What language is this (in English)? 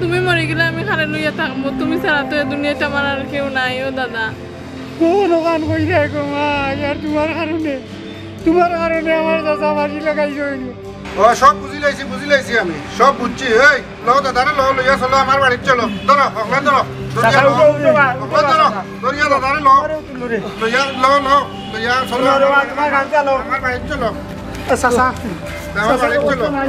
Sylheti